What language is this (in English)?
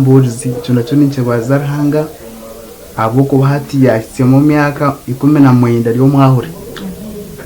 Nyankole